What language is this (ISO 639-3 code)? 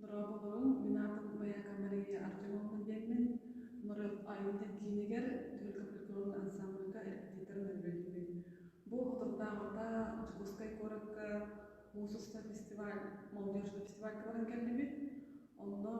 sah